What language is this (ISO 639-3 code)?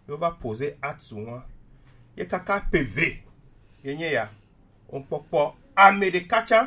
gej